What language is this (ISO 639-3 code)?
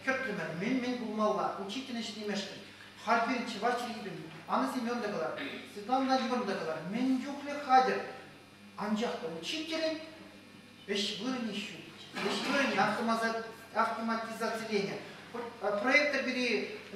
chv